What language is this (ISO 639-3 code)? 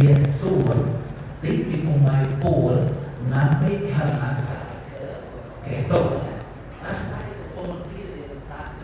iba